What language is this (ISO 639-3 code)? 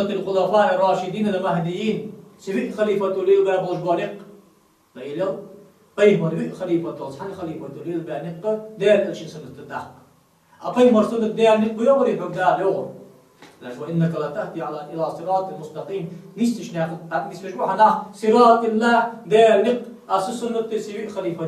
inh